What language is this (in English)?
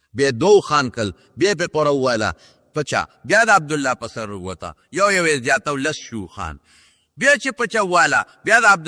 Pashto